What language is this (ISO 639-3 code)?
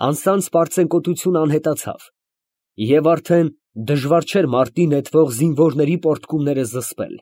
hye